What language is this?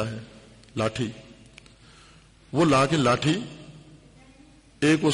Urdu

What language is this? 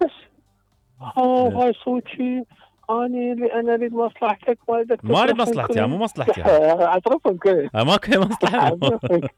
Mesopotamian Arabic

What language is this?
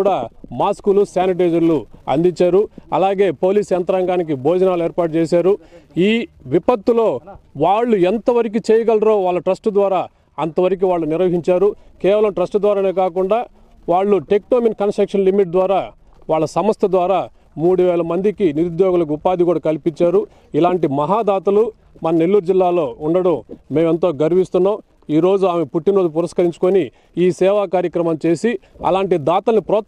Telugu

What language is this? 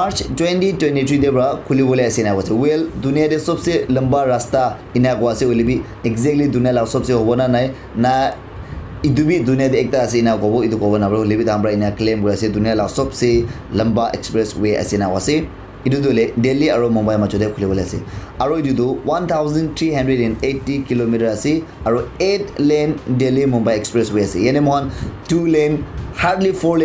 Naga Pidgin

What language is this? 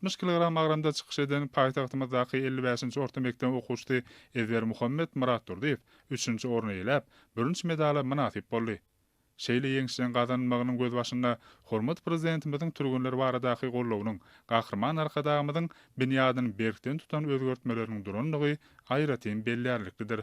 Turkmen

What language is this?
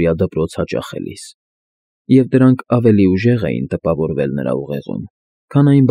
Armenian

